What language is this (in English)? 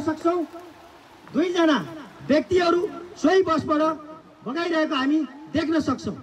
Nepali